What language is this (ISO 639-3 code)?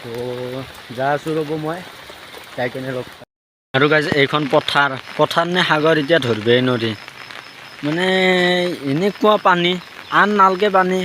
asm